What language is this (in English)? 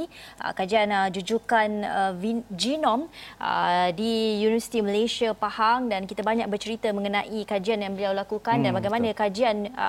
Malay